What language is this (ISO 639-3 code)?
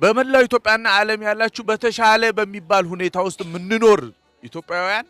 amh